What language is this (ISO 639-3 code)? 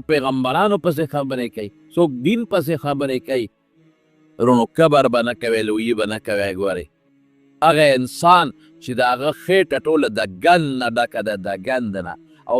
pus